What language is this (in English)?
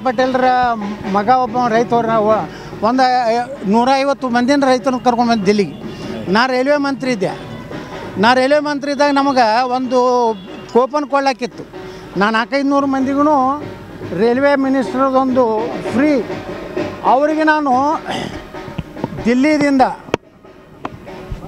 Kannada